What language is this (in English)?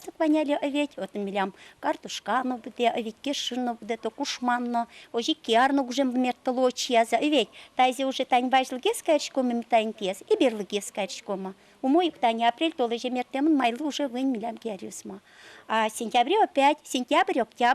Udmurt